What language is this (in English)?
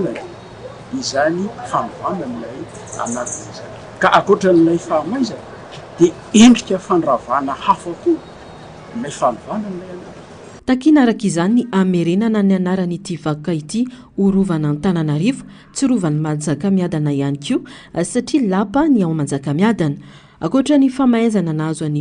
Malagasy